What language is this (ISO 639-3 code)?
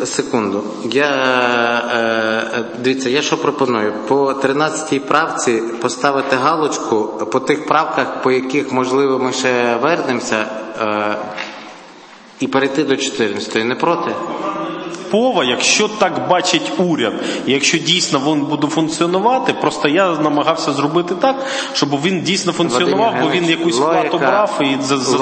ukr